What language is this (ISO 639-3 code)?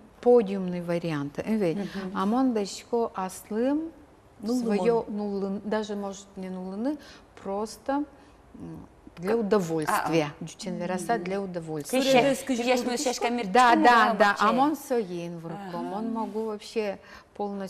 udm